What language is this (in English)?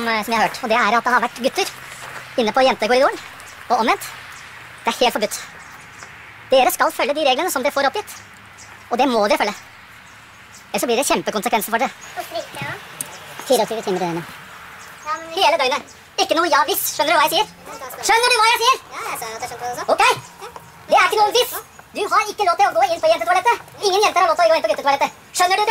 Norwegian